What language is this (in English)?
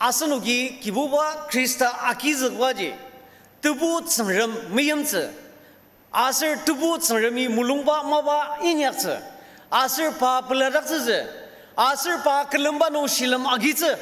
Ao Naga